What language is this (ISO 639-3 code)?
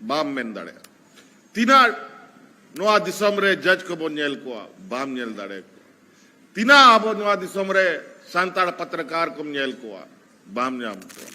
sat